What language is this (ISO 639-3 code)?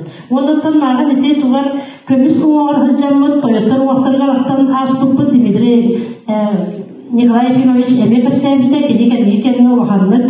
sah